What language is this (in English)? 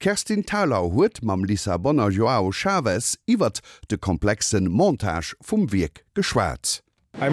Luxembourgish